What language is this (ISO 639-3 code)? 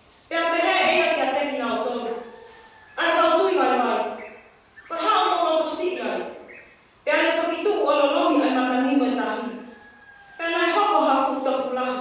ton